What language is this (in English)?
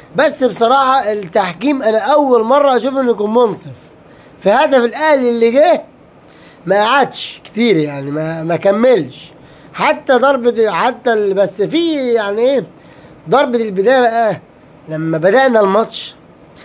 Egyptian Arabic